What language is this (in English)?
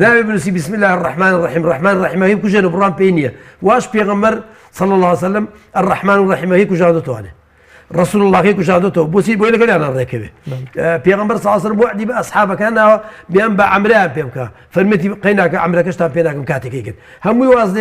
Central Kurdish